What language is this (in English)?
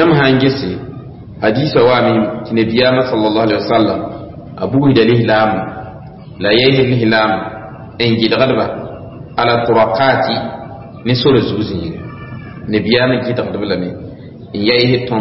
Mossi